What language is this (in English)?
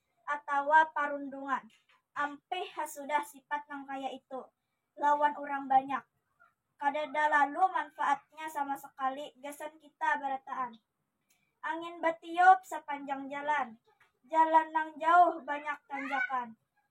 Banjar